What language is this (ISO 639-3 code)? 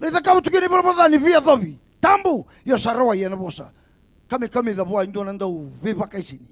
fij